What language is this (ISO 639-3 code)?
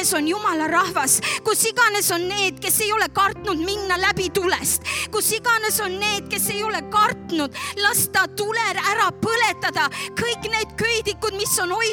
est